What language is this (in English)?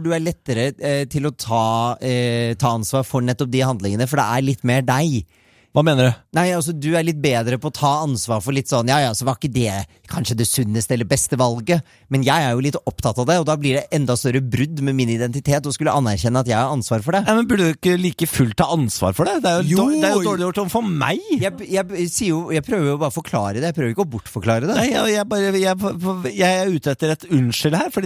Norwegian